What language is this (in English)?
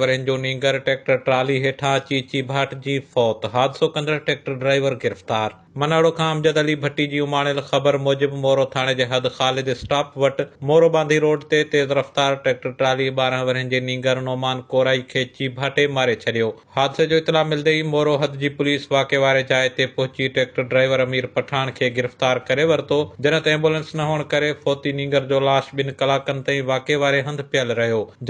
Sindhi